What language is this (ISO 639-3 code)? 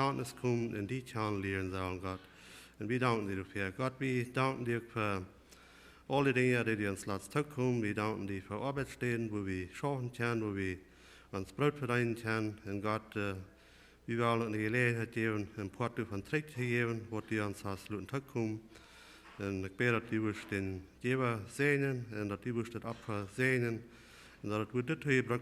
pdt